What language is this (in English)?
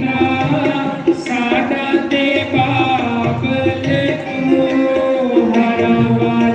Dogri